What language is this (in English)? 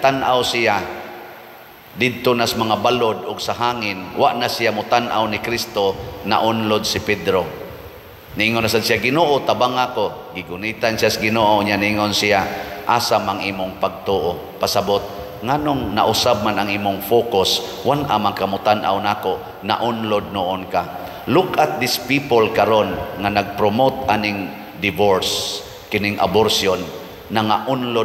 Cebuano